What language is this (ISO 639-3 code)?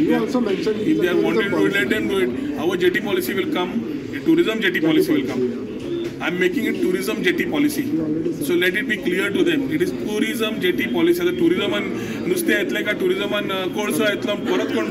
kok